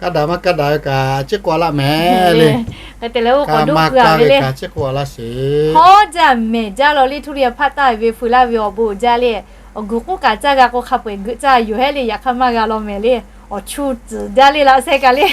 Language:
Lahu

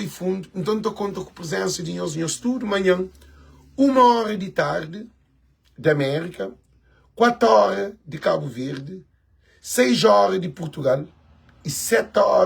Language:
Kabuverdianu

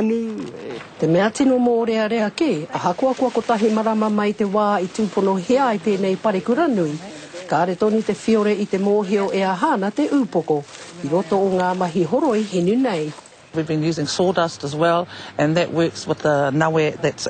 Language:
Māori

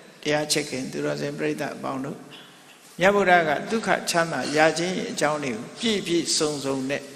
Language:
Burmese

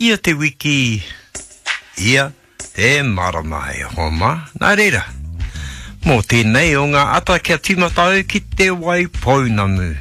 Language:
Māori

